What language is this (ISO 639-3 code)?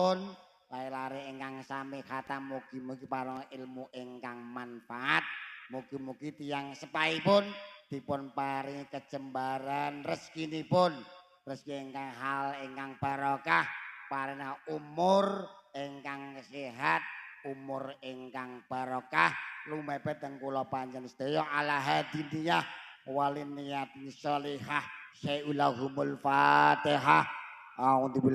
jav